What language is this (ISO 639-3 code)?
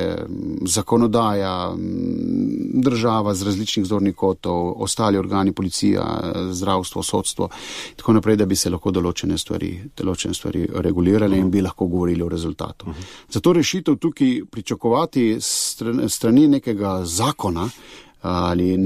slv